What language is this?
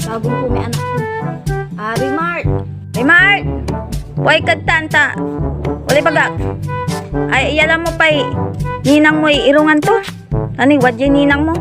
Pangasinan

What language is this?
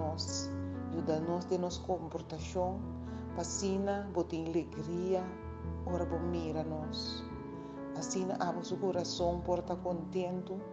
Papiamento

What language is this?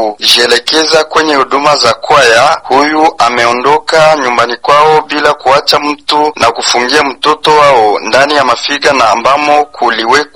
Swahili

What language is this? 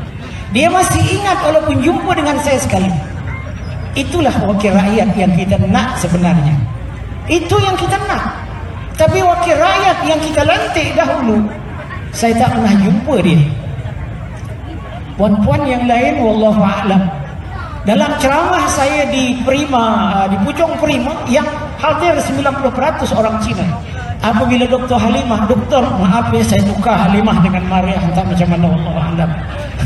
Malay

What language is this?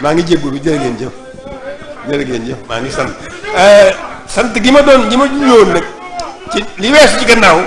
Wolof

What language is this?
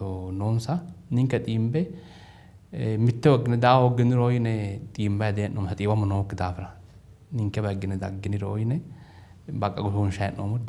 Sidamo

